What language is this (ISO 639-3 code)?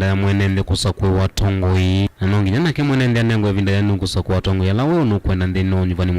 kam